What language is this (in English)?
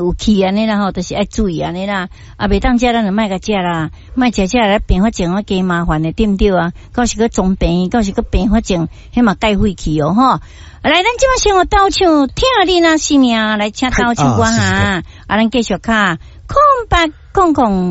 Min Nan Chinese